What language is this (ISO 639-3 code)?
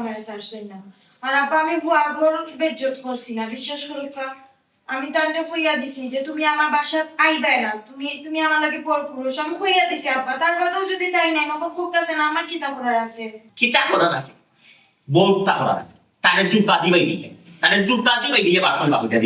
syl